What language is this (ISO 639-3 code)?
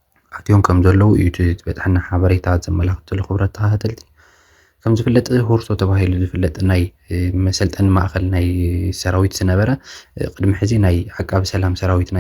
tir